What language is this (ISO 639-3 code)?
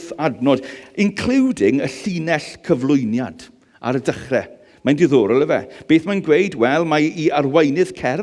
cym